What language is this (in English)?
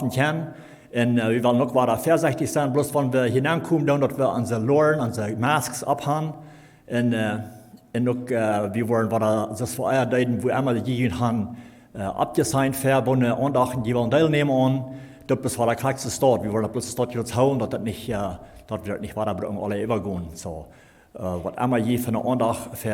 Plautdietsch